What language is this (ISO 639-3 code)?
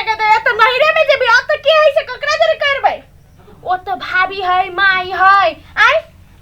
mai